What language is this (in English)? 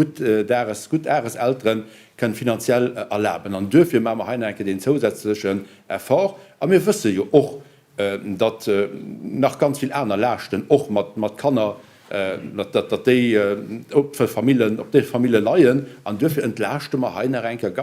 Luxembourgish